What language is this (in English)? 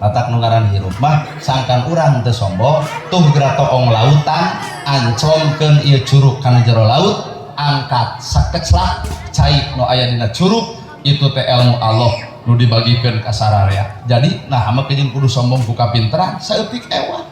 Sundanese